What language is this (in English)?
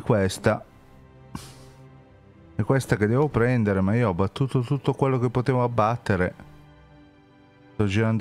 Italian